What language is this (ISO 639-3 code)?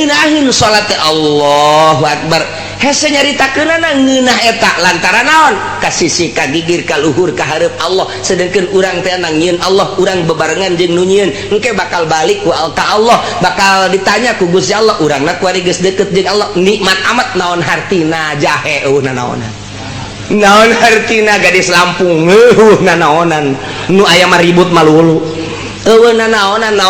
sun